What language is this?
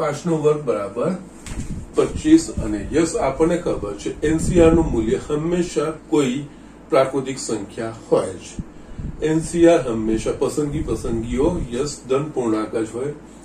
Gujarati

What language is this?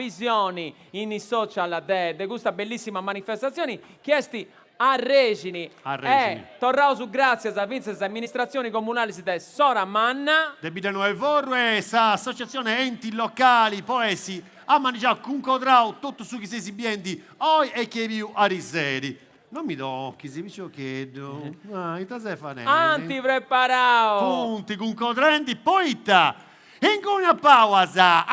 Sardinian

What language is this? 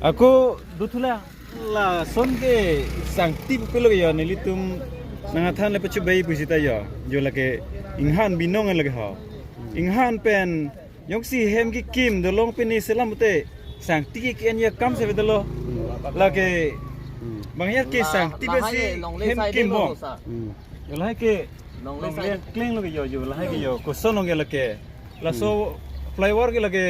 Karbi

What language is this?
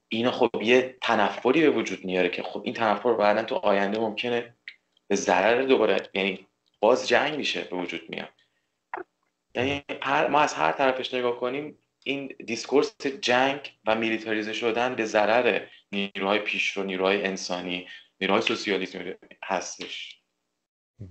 Persian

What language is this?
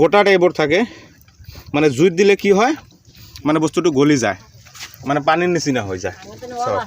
Assamese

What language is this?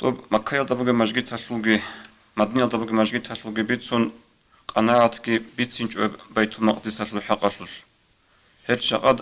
Avaric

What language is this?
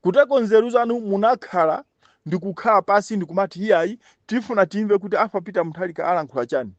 Nyanja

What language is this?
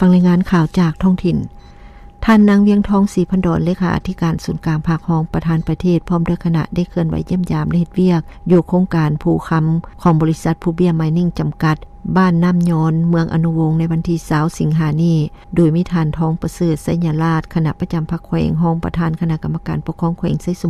Lao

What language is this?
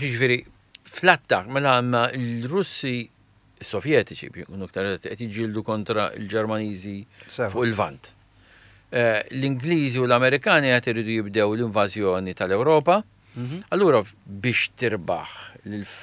Maltese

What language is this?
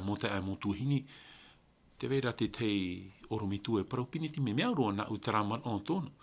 Tahitian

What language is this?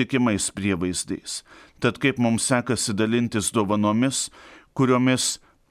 Lithuanian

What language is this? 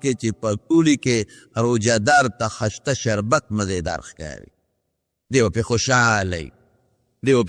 Pashto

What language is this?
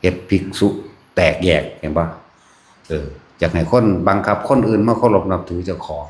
Northeastern Thai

